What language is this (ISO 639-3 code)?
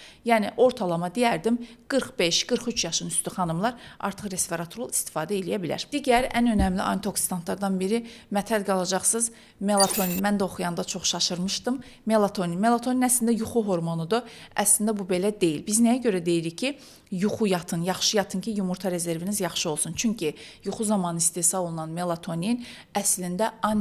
aze